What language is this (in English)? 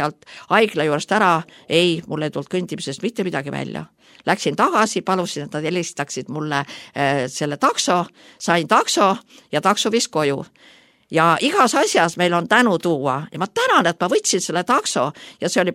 Estonian